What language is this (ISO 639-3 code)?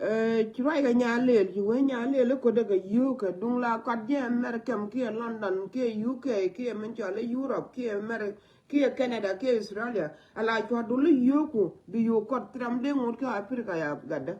nus